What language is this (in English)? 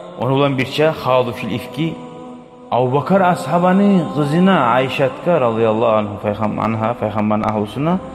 Kumyk